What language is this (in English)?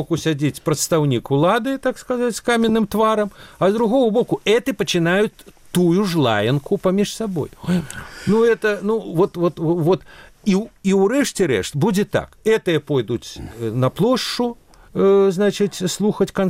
Belarusian